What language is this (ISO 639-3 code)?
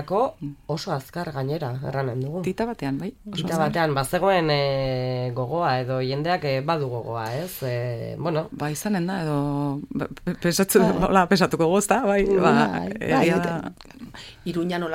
eus